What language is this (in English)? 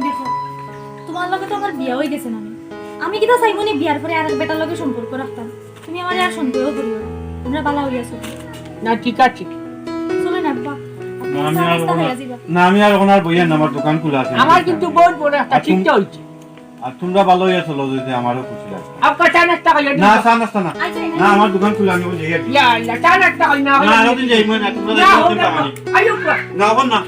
Sylheti